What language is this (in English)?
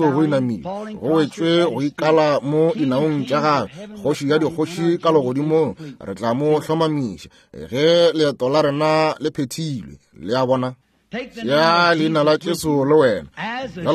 Northern Sotho